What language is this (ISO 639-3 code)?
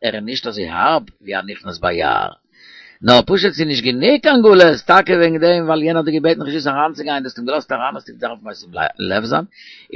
yid